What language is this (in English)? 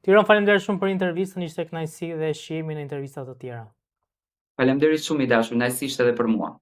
Albanian